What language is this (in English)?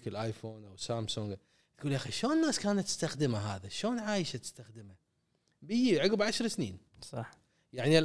Gulf Arabic